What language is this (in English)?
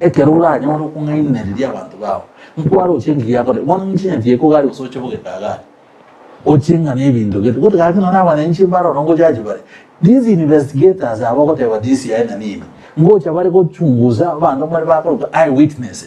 Gusii